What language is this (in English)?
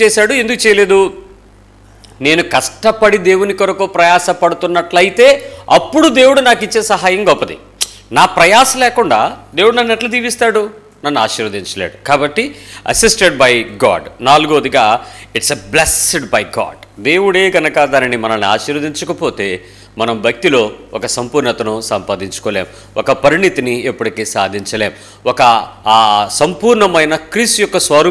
Telugu